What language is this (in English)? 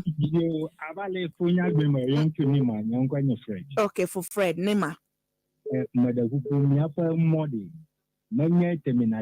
Ewe